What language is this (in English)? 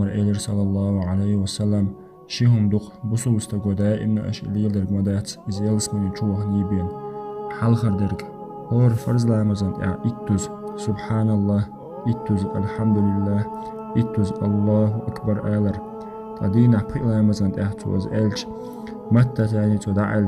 Chechen